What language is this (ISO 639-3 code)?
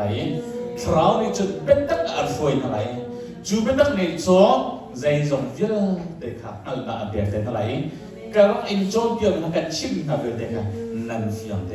cnh